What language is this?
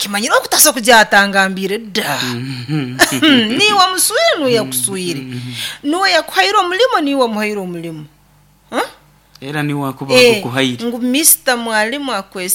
Nyoro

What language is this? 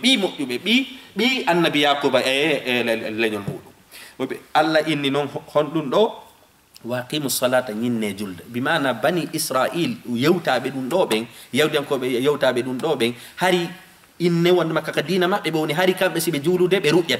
Fula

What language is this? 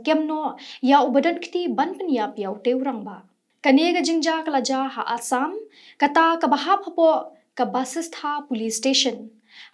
Khasi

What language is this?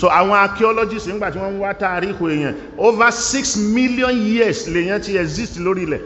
Yoruba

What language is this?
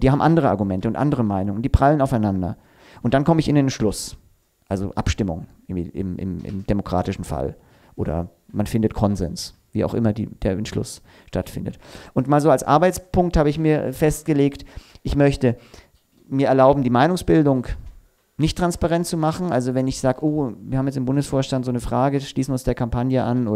German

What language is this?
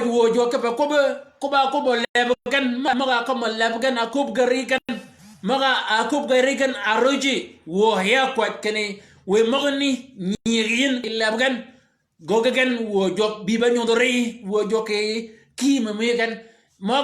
Shilluk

